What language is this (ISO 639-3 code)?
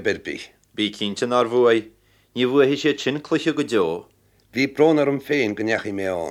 gle